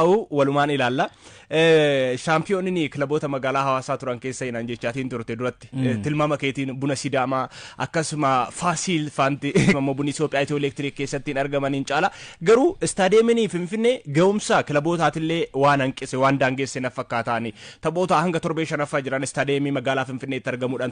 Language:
Oromo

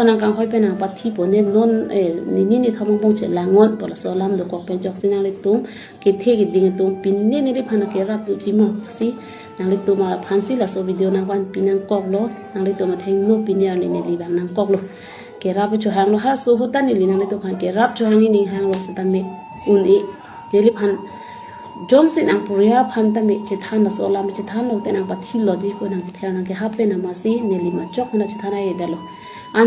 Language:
Karbi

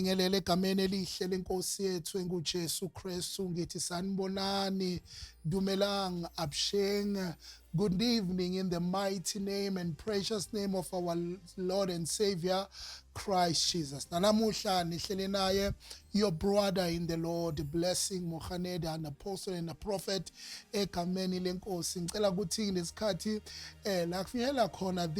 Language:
Zulu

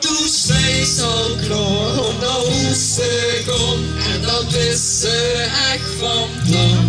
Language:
Limburgish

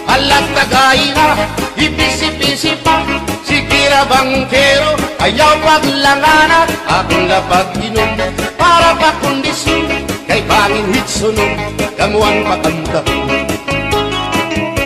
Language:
Waray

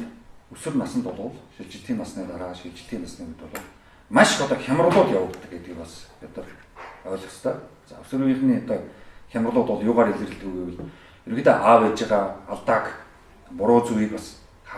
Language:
Mongolian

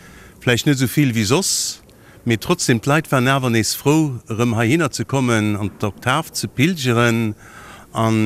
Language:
Luxembourgish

